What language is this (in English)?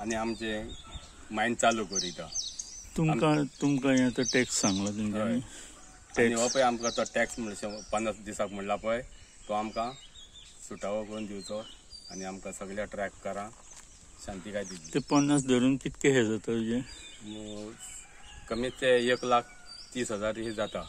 Konkani